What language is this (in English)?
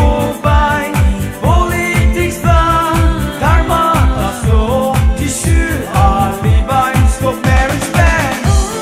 Poumei Naga